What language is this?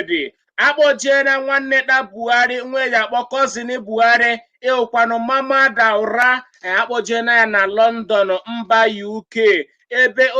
Igbo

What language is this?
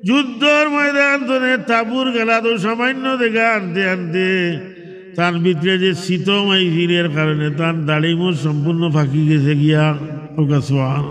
Sylheti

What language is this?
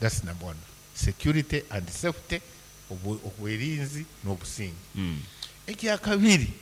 Nyankole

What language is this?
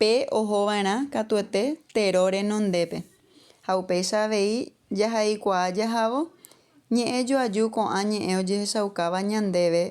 Guarani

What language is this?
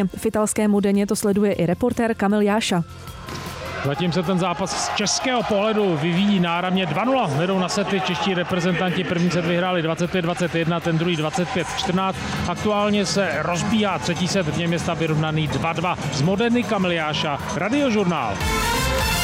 Czech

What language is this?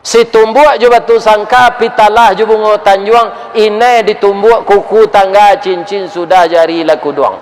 Minangkabau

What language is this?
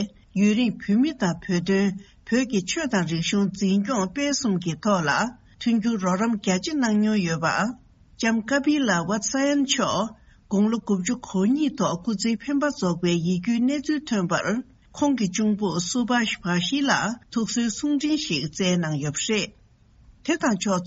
Tibetan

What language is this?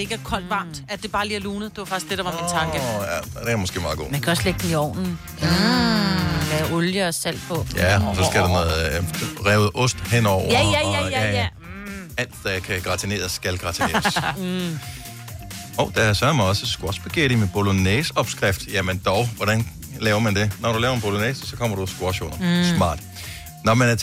Danish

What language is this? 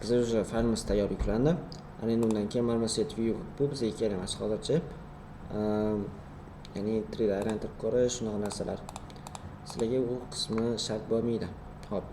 Uzbek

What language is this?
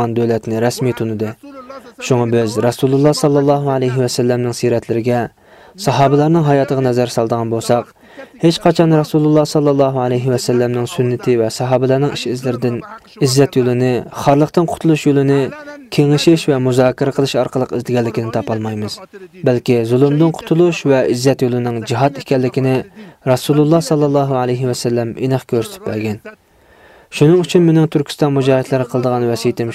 Uyghur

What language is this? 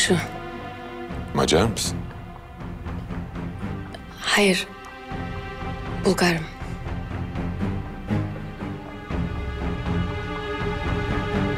Turkish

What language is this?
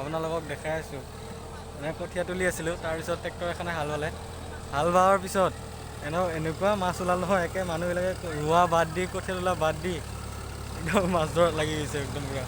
Assamese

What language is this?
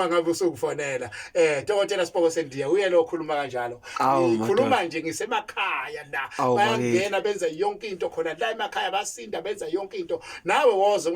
Zulu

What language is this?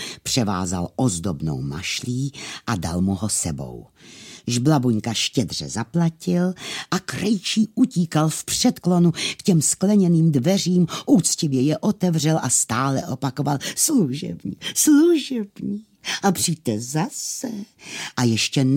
Czech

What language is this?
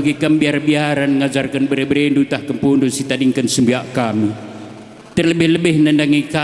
Batak Karo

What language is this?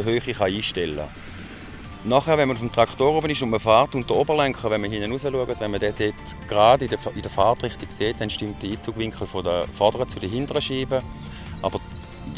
Swiss German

